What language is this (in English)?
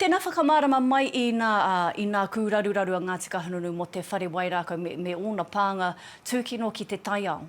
Māori